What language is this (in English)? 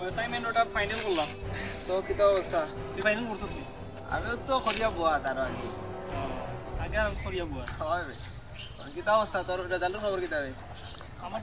Sylheti